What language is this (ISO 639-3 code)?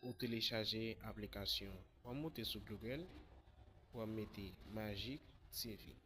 hat